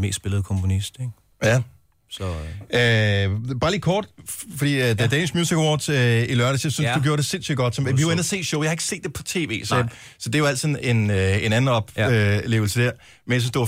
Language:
Danish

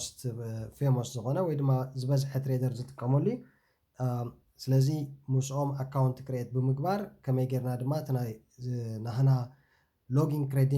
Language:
Tigrinya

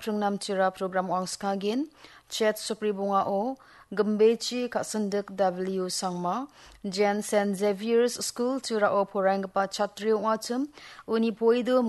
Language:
Garo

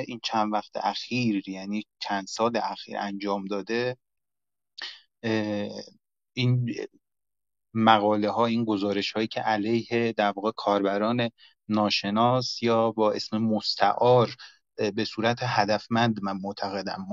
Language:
Persian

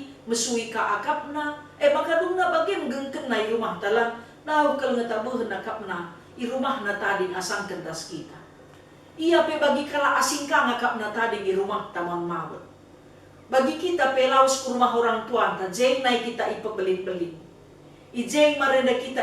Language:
Batak Karo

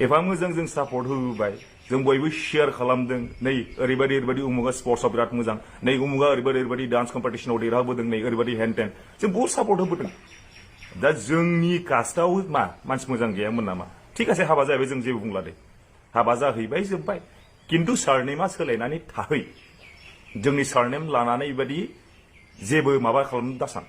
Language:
Bodo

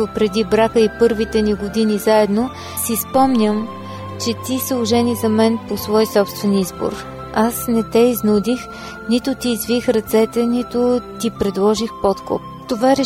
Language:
Bulgarian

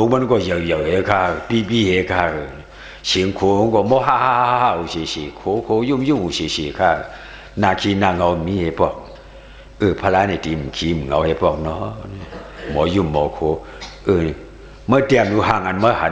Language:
Shan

